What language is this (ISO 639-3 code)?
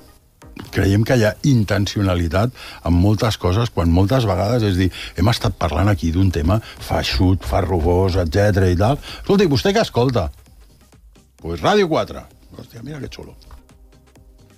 cat